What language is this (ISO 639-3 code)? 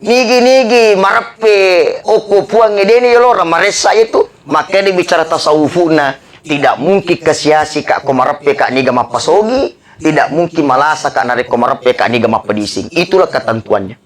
bug